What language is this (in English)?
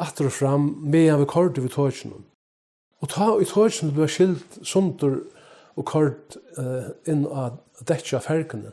Faroese